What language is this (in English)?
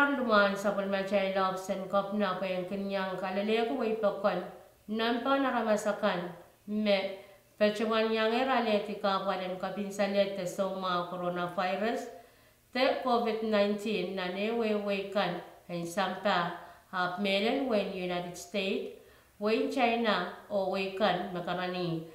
Pohnpeian